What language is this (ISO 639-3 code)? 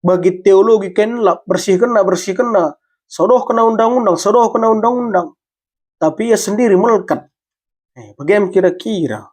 btx